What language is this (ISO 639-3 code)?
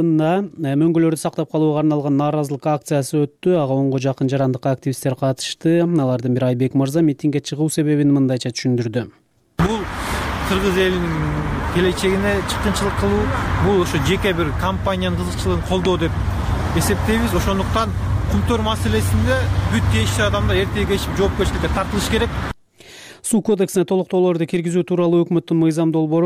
kir